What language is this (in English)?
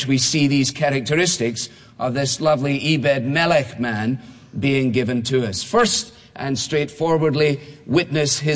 English